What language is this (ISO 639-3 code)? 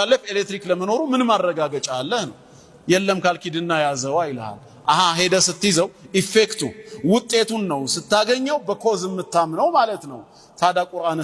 amh